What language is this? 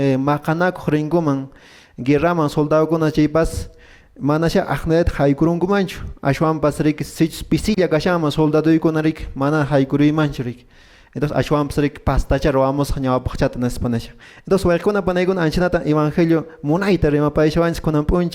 Quechua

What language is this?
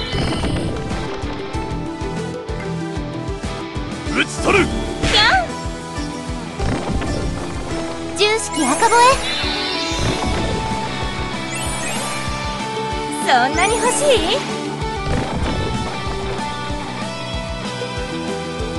Japanese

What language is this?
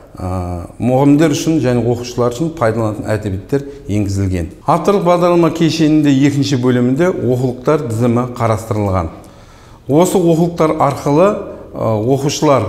Kazakh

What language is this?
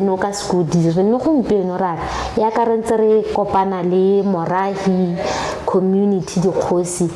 Tswana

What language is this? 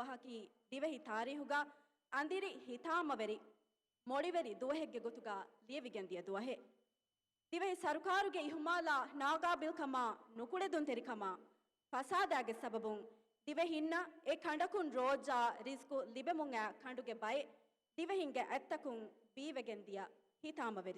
Divehi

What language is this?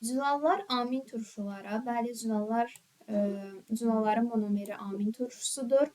Azerbaijani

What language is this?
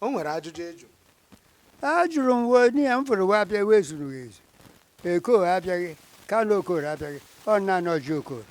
Igbo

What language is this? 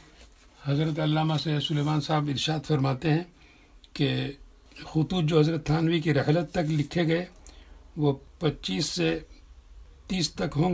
Urdu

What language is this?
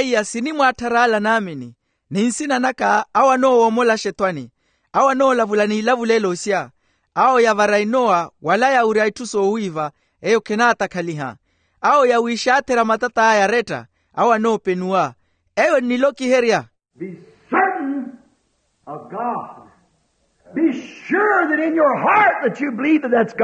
Makhuwa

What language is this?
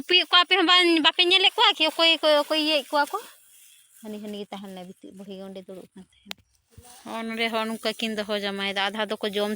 Santali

